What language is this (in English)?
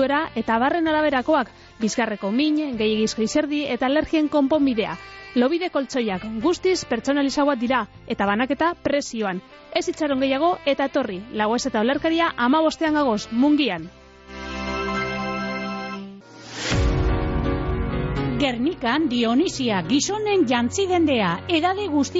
Basque